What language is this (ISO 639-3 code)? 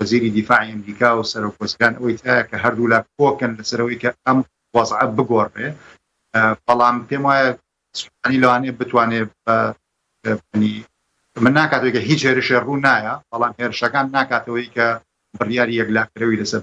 ckb